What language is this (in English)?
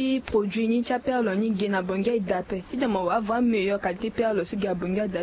Sango